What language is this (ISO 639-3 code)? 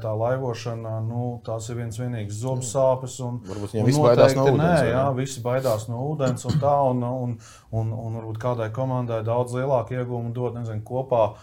lav